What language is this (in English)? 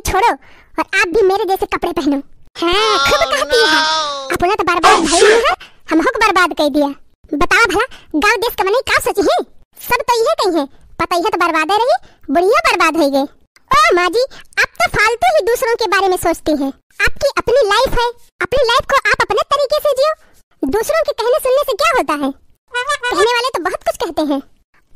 Awadhi